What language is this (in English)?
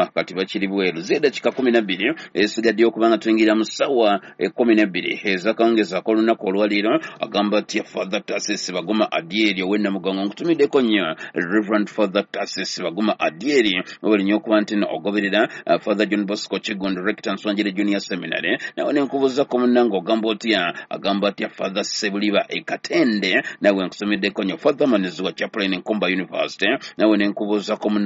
Ganda